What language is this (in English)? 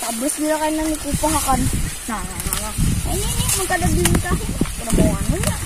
Banjar